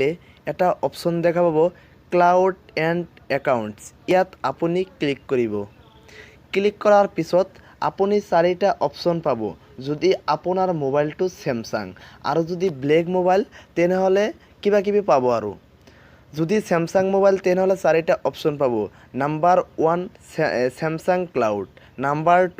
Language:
Assamese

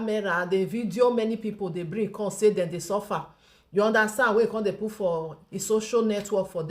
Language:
Nigerian Pidgin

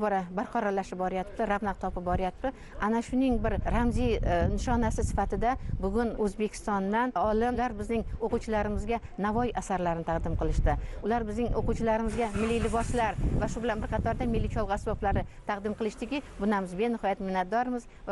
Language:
Uzbek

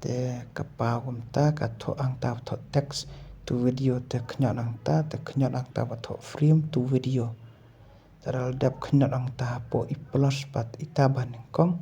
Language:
Khasi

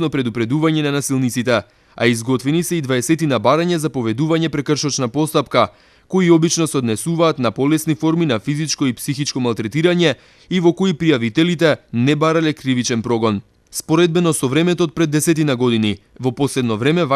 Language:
Macedonian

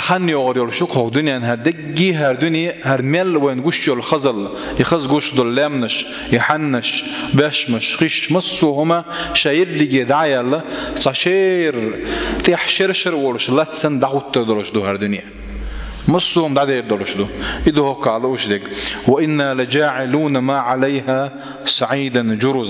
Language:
Chechen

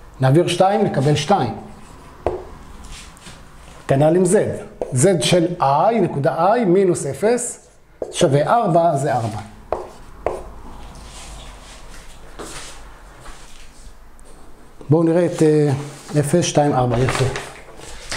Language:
Hebrew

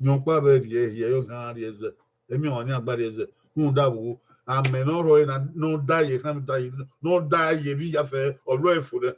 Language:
Bini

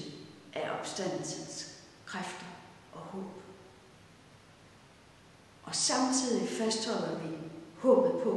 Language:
Danish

